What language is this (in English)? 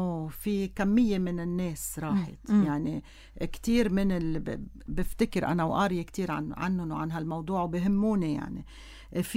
North Levantine Arabic